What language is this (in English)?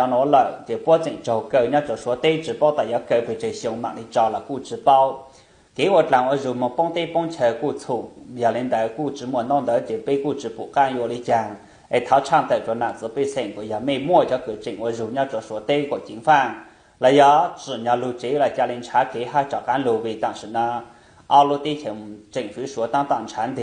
Hmong